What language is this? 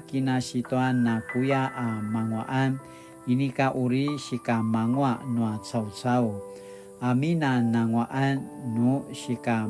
Paiwan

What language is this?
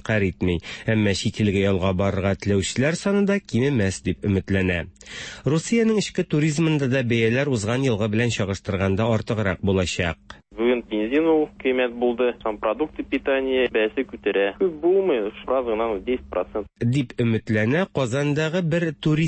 Tatar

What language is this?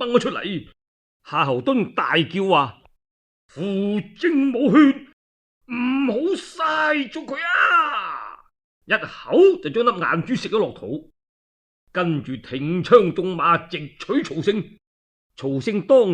Cantonese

